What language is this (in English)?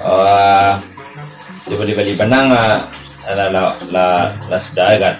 Minangkabau